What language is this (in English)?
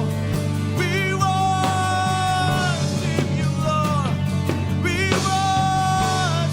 Iban